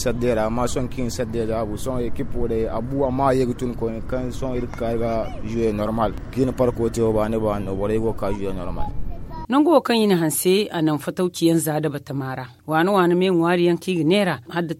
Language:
Zarma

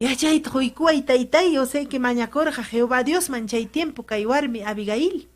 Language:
Ayacucho Quechua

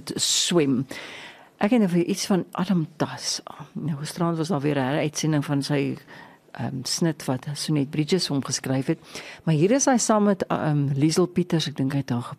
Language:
Afrikaans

